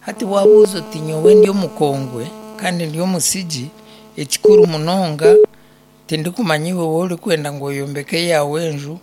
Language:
Nyankole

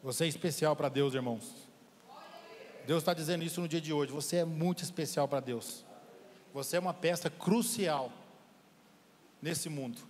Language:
Portuguese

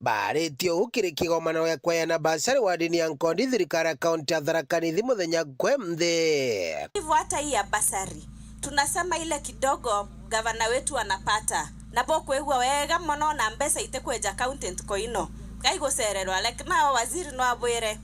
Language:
Meru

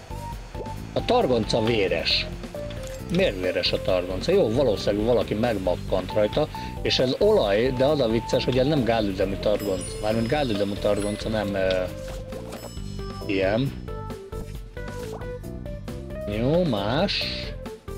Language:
Hungarian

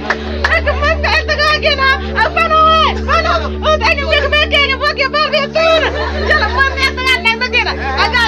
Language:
Mabaan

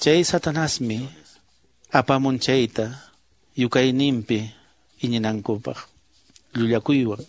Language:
Quechua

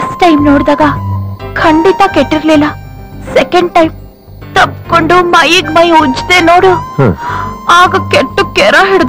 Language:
Kannada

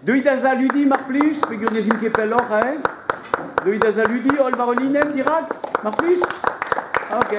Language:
Breton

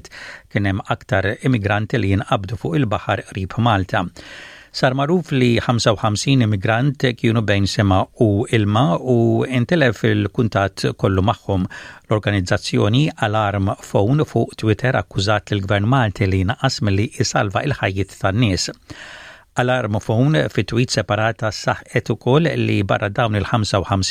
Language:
Maltese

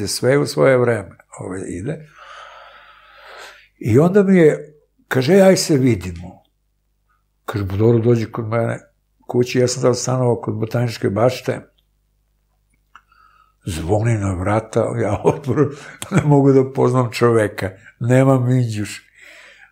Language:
Serbian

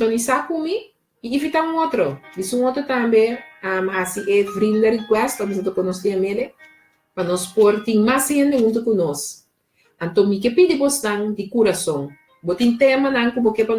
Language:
Papiamento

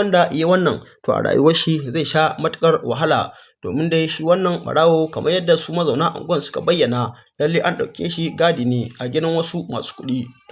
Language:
Hausa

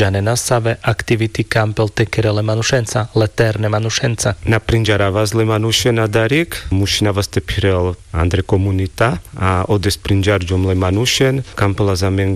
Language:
Carpathian Romani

